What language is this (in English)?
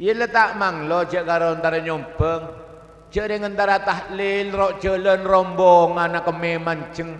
Madurese